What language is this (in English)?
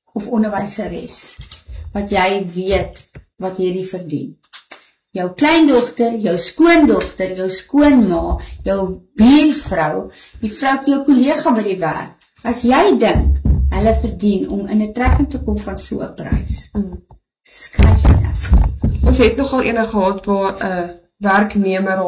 Afrikaans